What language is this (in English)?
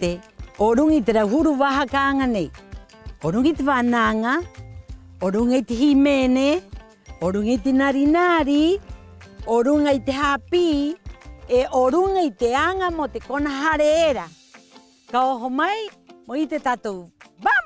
Rapanui